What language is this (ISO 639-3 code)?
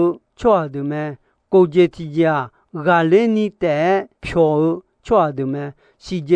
ahk